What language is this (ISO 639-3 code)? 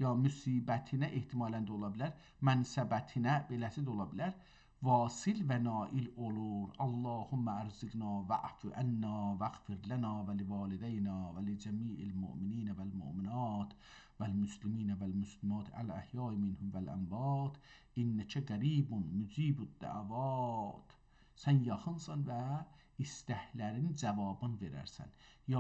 azb